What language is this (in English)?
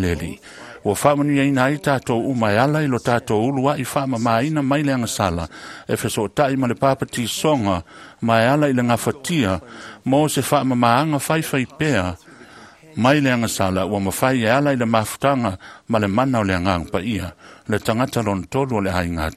Samoan